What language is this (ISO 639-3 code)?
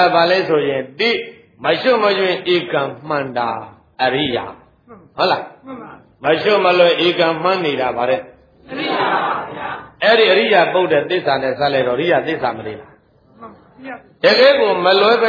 mya